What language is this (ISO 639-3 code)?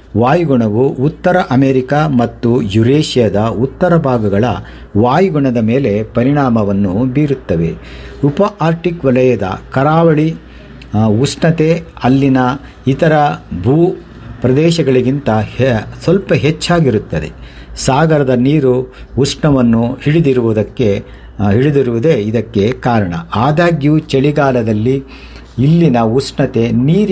kan